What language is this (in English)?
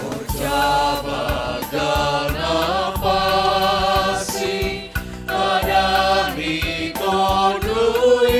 Batak Simalungun